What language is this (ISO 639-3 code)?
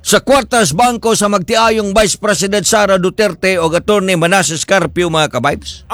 ceb